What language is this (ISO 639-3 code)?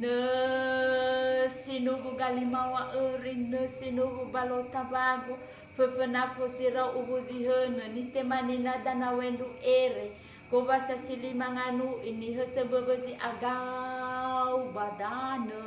nia